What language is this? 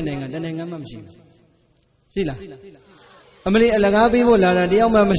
Burmese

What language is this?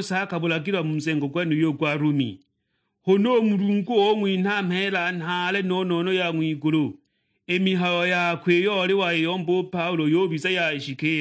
Sukuma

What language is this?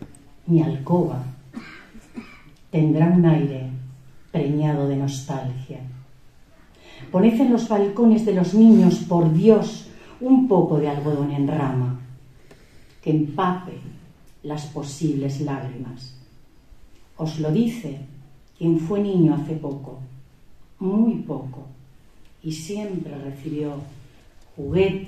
Spanish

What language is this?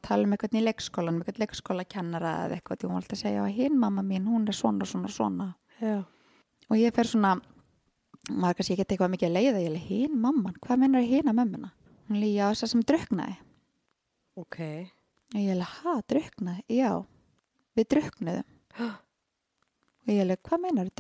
Icelandic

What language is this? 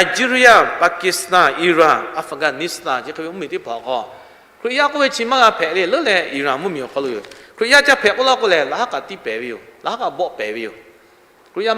Lahu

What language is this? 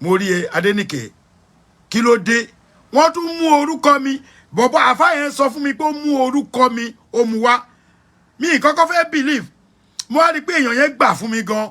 Yoruba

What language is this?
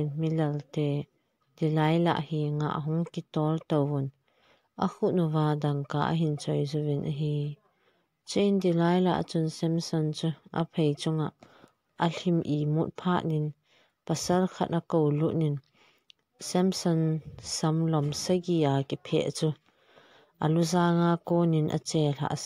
Thado Chin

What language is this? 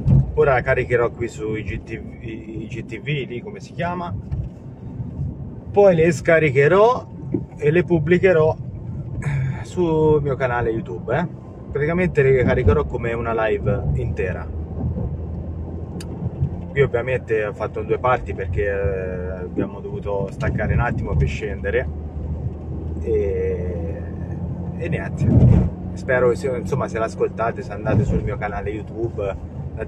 Italian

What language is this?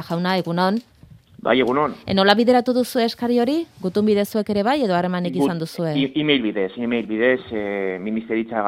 Basque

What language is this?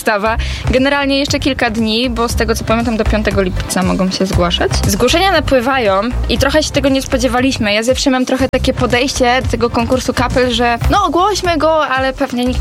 Polish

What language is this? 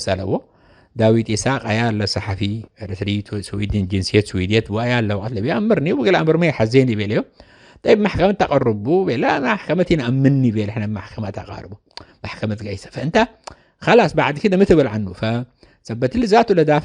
Tigre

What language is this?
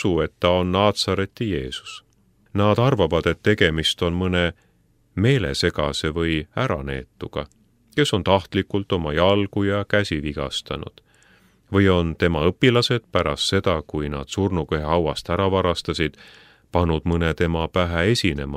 Estonian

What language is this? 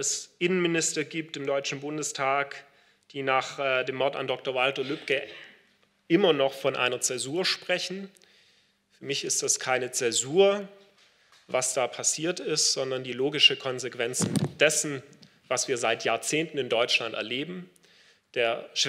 German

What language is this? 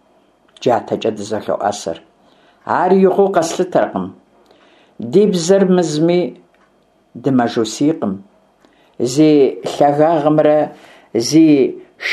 Kabardian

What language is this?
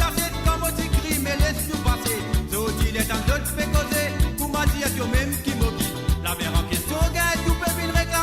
Morisyen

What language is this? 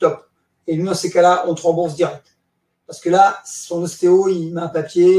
French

